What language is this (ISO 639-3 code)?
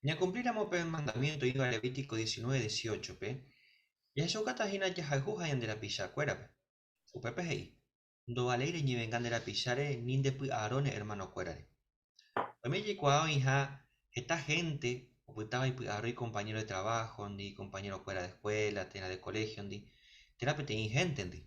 grn